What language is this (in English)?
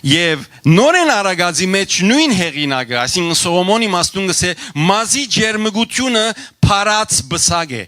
Western Armenian